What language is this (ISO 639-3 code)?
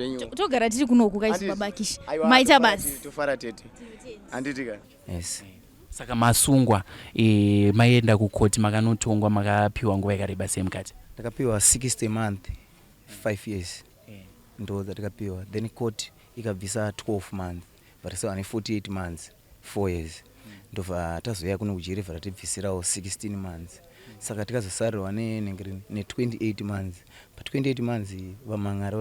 sna